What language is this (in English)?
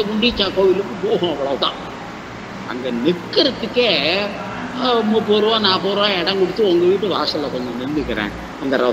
Tamil